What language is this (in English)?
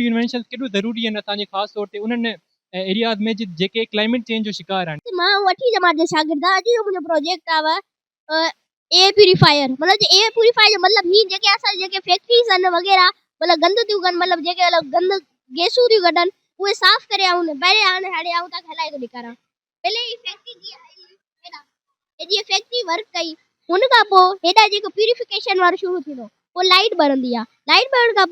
Sindhi